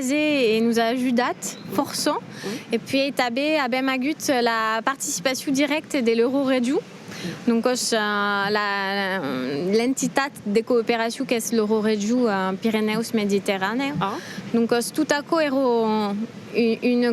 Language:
Occitan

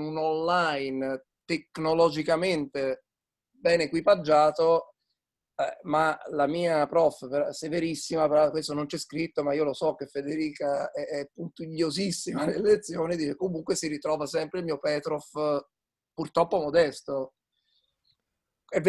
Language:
Italian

